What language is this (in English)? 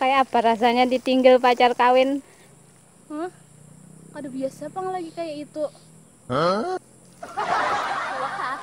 Banjar